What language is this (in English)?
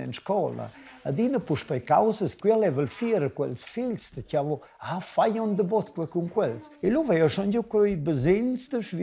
Romansh